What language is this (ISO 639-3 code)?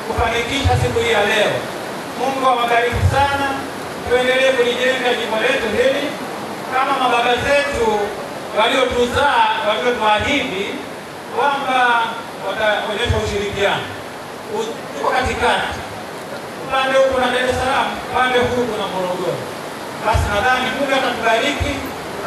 swa